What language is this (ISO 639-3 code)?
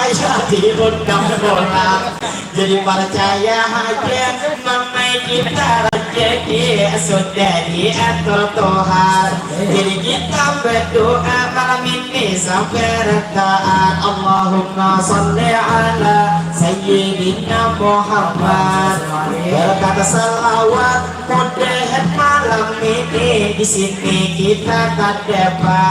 bjn